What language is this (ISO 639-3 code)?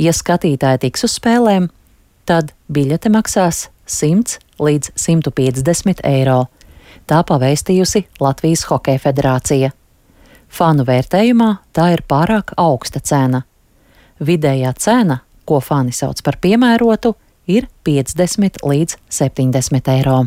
lav